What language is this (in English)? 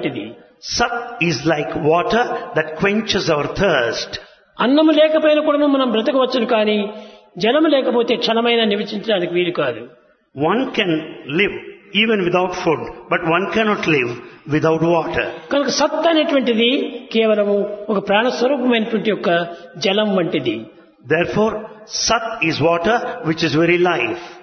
Telugu